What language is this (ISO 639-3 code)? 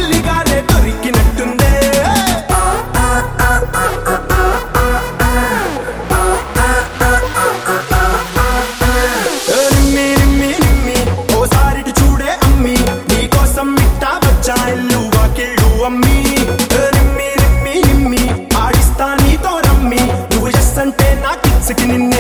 tel